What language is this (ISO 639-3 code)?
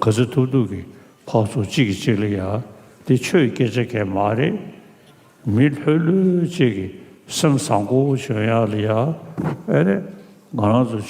bod